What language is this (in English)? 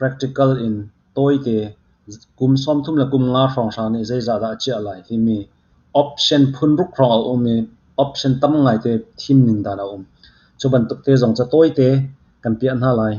Hakha Chin